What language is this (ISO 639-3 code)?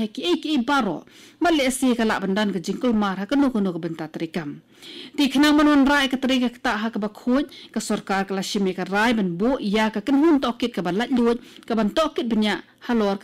kha